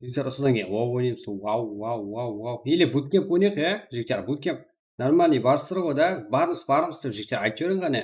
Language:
Kara-Kalpak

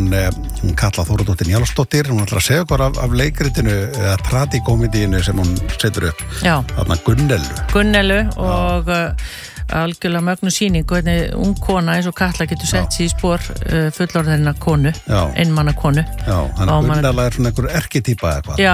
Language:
Icelandic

